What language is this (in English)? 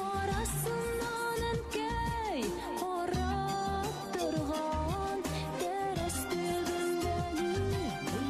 Bashkir